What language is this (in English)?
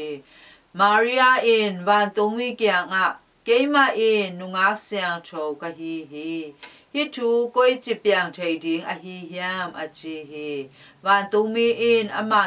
Tedim Chin